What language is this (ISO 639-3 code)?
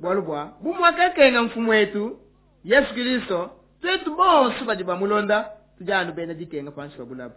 lua